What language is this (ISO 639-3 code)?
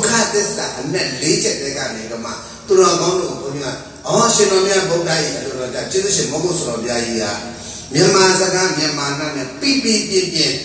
mya